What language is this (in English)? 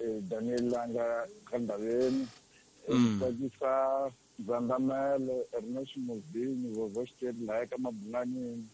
Tsonga